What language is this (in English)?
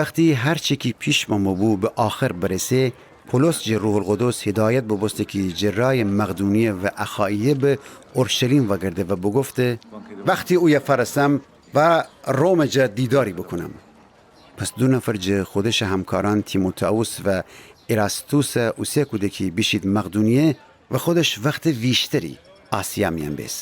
Gilaki